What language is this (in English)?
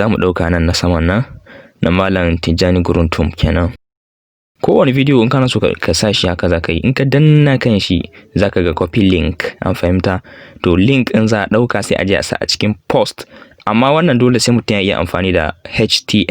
Hausa